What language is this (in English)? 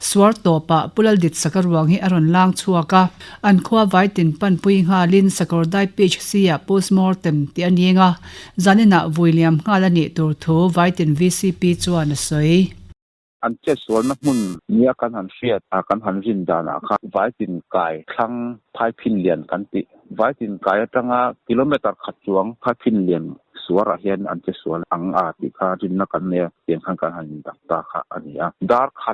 Mizo